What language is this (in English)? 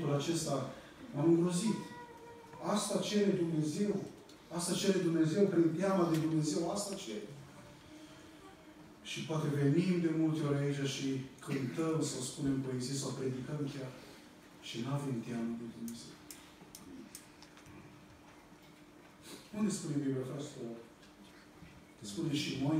Romanian